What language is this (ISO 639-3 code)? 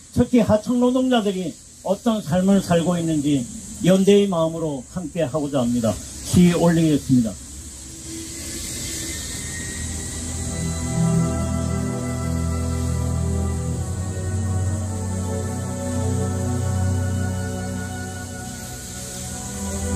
kor